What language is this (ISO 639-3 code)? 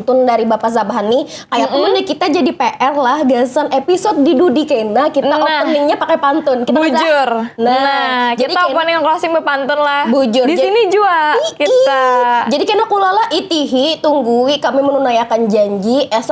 bjn